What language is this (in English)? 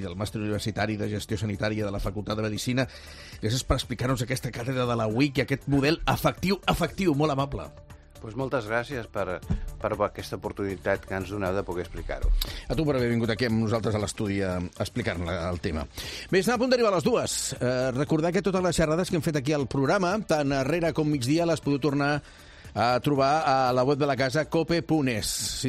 Catalan